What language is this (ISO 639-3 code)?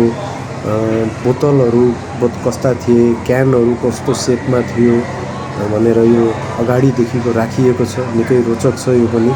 nep